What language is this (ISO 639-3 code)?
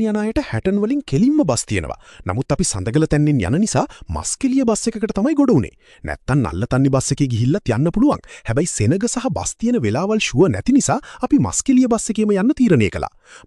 sin